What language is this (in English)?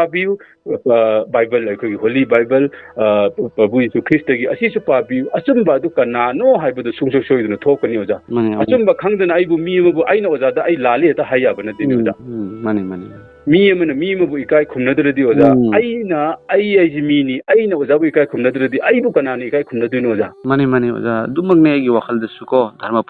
Manipuri